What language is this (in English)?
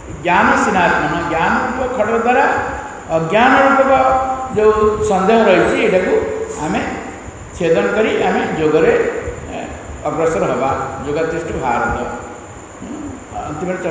Odia